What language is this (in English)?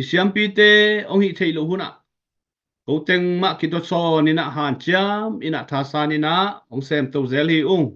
Tedim Chin